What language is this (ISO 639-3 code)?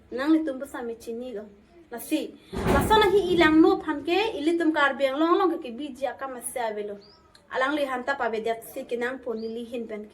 mjw